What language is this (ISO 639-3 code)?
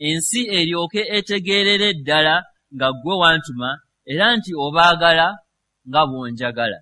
lug